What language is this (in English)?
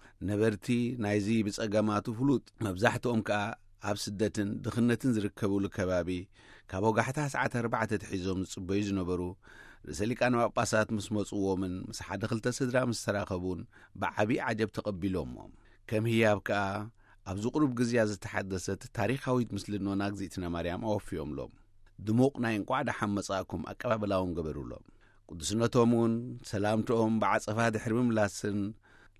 Tigrinya